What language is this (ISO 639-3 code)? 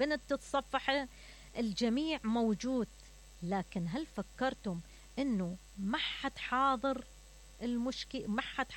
acm